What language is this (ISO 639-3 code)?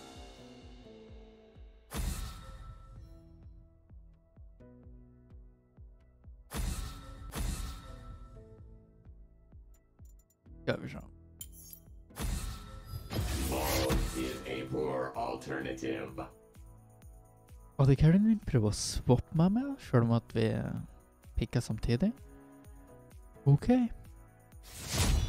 nor